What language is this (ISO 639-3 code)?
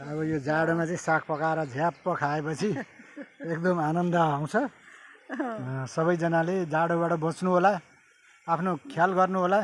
nep